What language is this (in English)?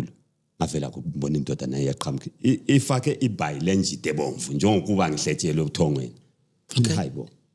Zulu